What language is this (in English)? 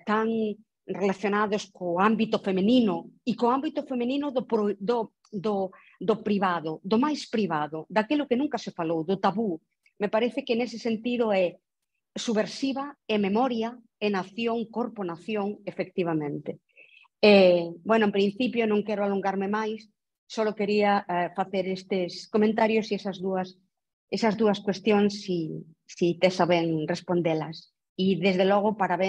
Galician